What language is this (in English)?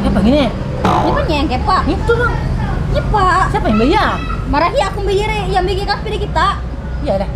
Banjar